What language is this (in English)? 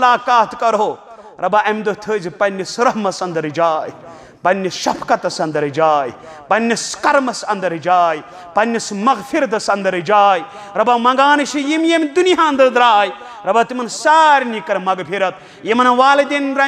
Kashmiri